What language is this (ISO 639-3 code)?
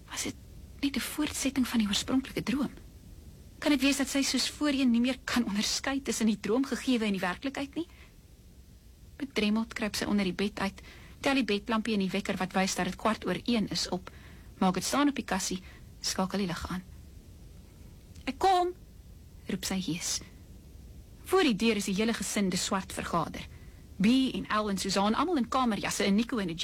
afr